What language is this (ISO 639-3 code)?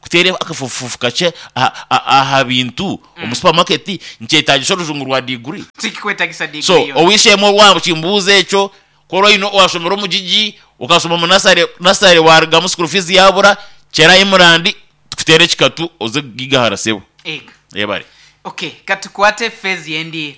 nyn